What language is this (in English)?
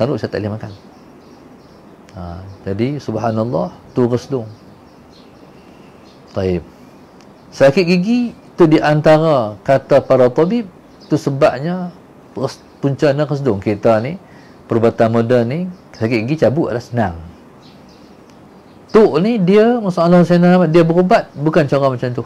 Malay